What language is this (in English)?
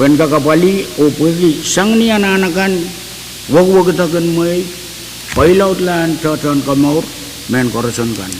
Pohnpeian